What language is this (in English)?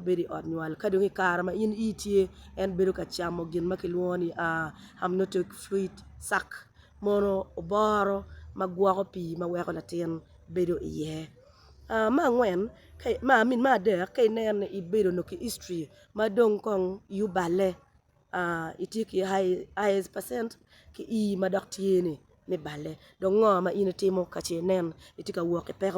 Acoli